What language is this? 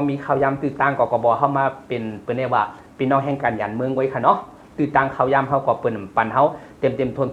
Shan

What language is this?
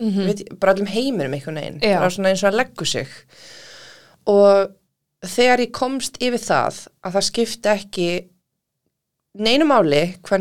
Icelandic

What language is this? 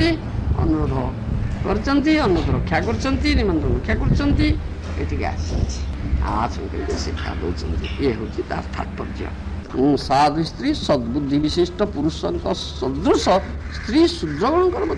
Odia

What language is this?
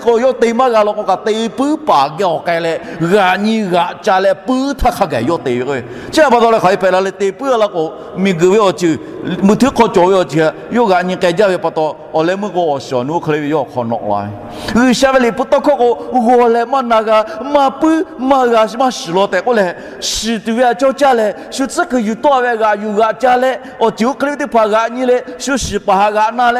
Lahu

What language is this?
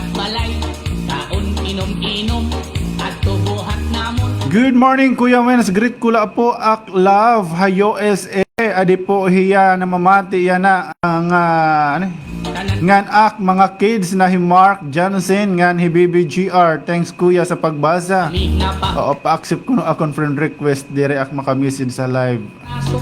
Waray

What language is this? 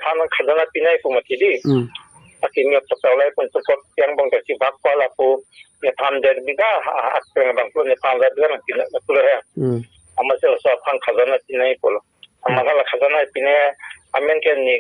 Karbi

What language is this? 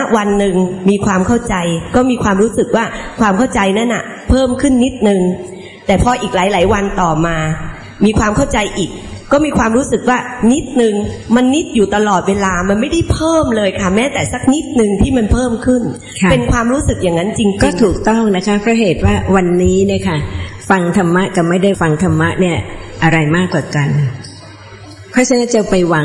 Thai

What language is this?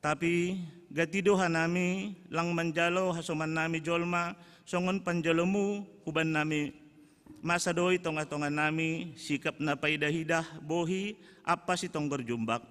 Batak Simalungun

